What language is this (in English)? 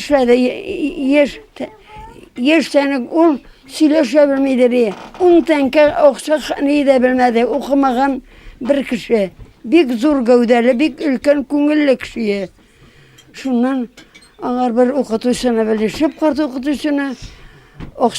Tatar